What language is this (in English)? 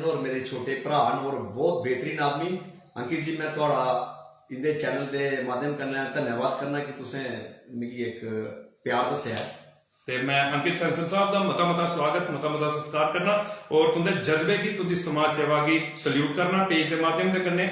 Dogri